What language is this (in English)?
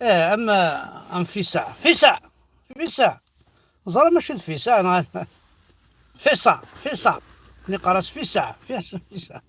Kabyle